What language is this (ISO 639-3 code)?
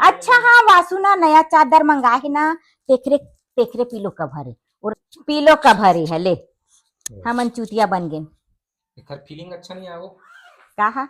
hne